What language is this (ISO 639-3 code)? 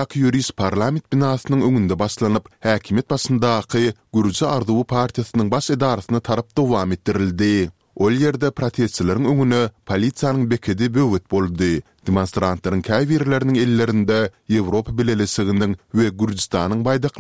tuk